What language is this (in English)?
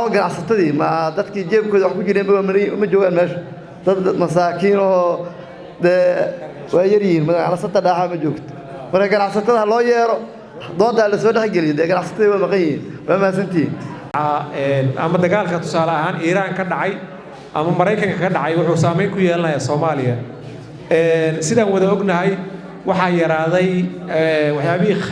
Somali